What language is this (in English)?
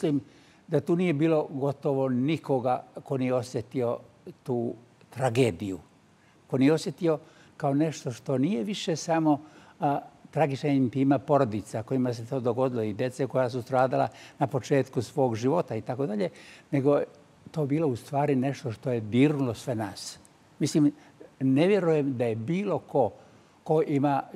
Serbian